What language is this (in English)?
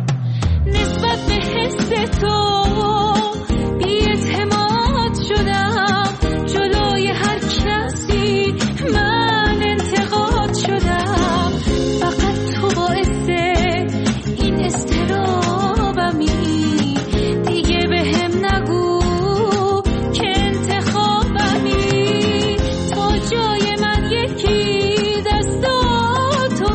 Persian